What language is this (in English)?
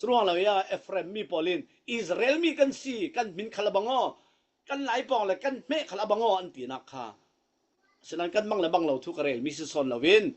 Falam Chin